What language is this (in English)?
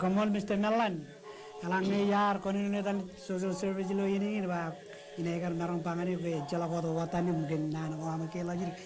Marshallese